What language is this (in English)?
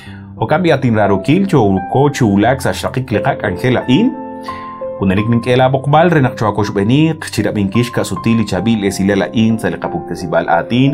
Kekchí